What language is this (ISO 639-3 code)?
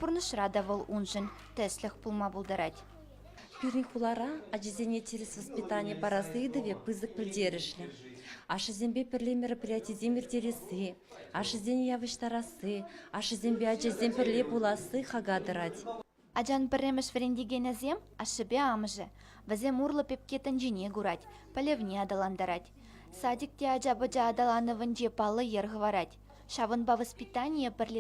chv